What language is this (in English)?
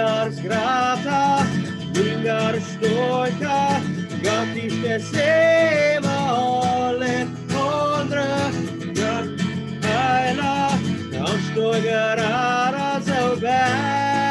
Plautdietsch